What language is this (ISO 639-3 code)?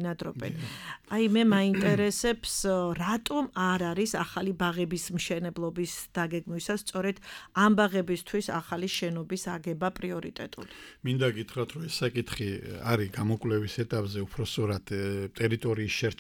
kat